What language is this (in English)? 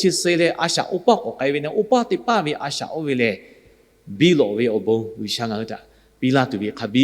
Lahu